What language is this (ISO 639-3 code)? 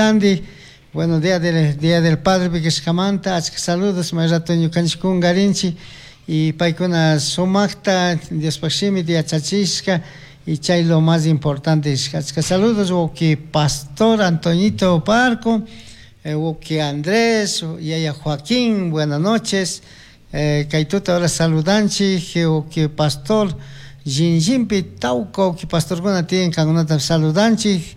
qug